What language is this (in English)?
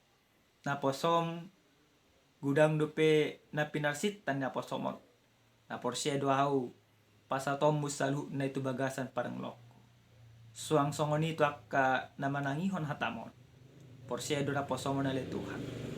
Batak Toba